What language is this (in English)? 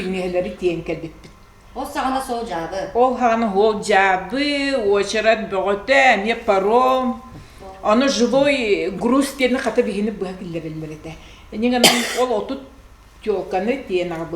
Yakut